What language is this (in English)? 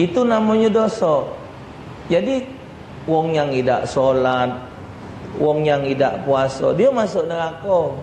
Musi